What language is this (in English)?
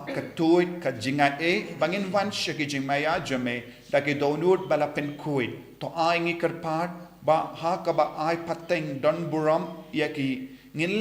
Khasi